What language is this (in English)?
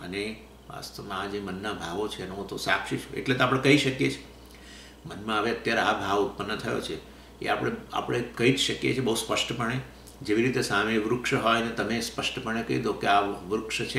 Gujarati